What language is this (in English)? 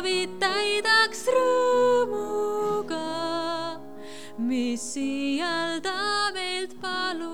Estonian